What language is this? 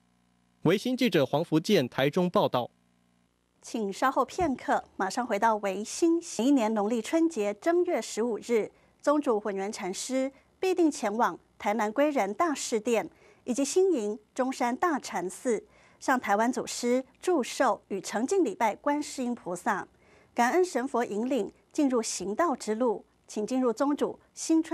Chinese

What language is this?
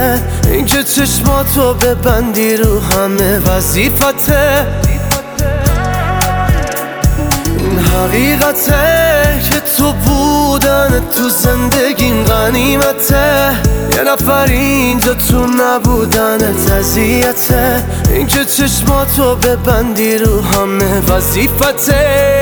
Persian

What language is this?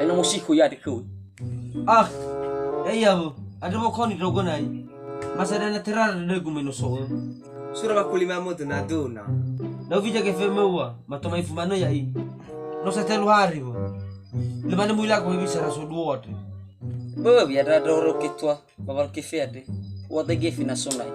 Nias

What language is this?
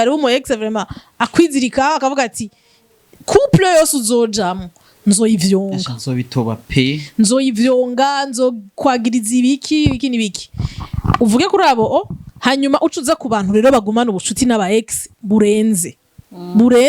Rundi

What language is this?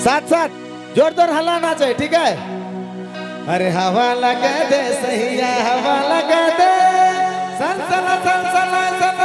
Sadri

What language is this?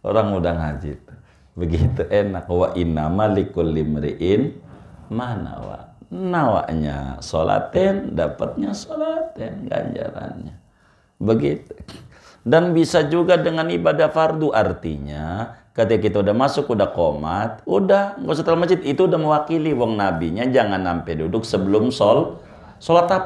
Indonesian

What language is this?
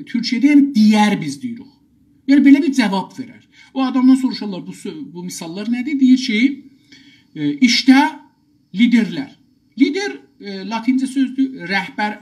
South Azerbaijani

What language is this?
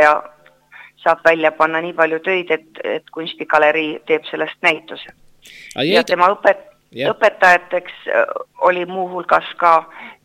Estonian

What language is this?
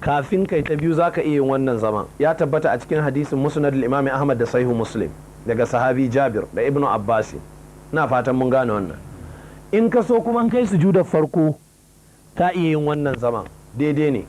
Hausa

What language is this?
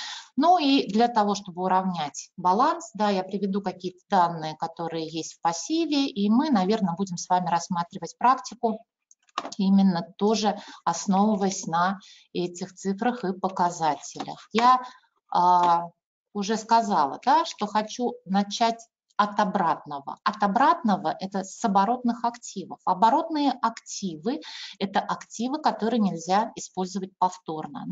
Russian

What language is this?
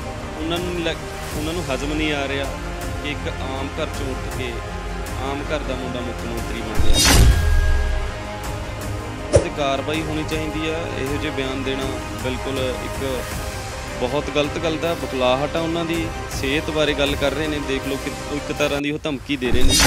Punjabi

